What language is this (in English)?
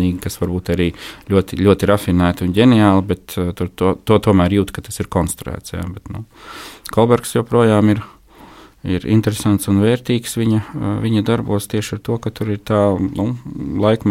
Latvian